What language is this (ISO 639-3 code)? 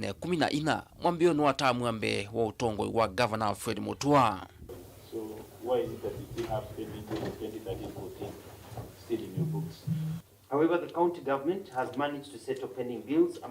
kam